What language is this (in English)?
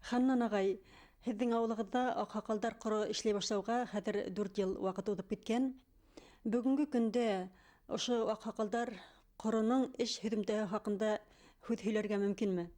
Bashkir